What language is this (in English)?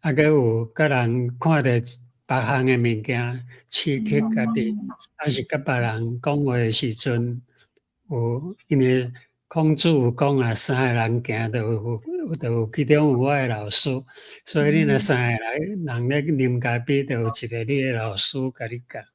Min Nan Chinese